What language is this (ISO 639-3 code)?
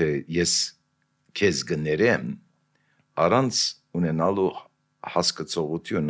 hye